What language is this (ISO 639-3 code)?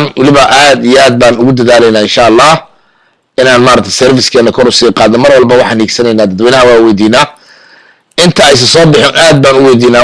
som